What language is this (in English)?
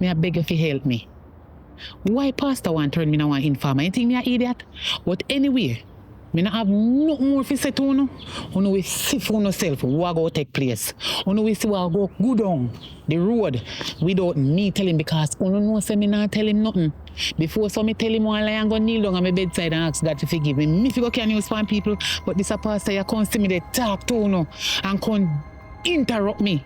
Jamaican Creole English